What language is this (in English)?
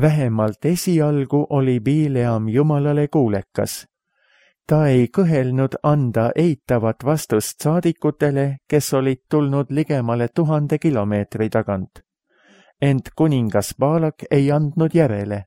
Estonian